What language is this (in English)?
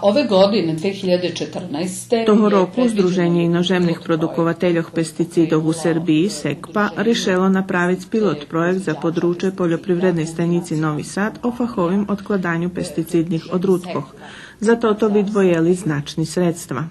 Rusyn